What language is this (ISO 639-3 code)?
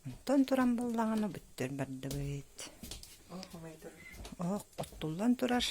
sah